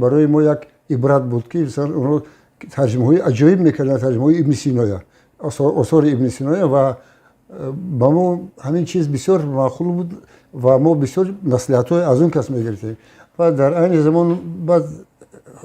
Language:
Tajik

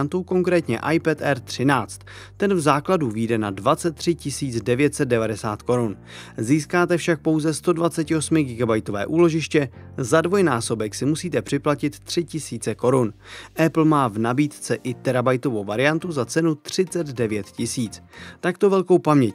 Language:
Czech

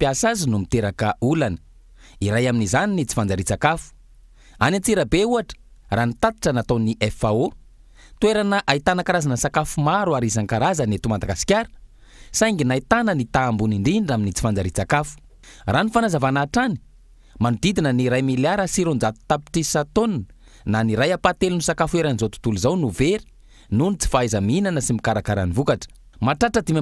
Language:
Malagasy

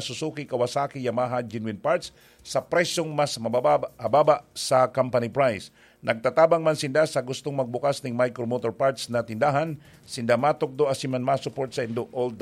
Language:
Bikol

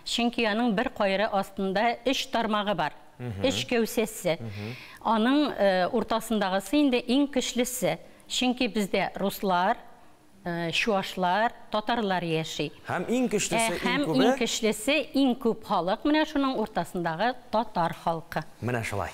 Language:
Tatar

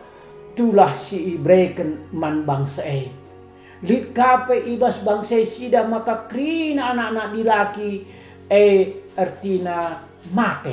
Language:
Batak Karo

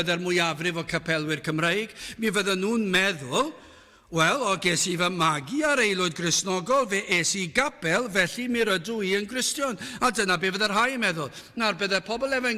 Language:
Welsh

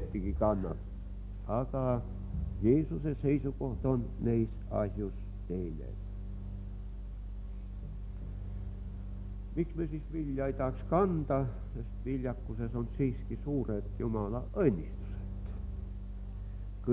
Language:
Estonian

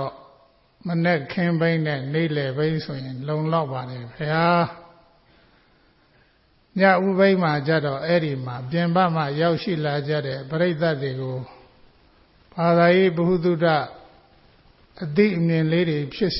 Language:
Burmese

